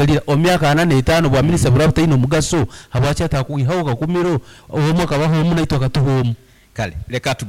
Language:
Nyankole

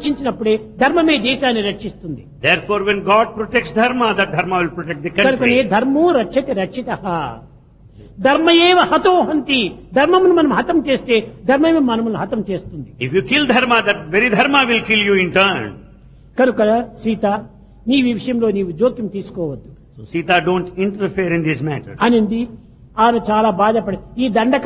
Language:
Telugu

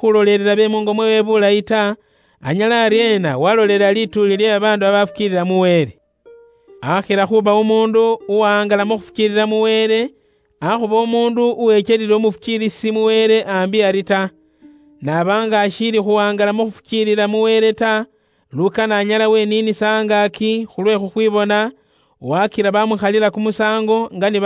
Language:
Luyia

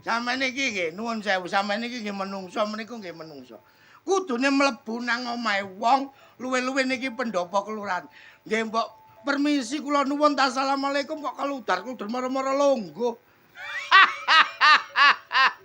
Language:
Javanese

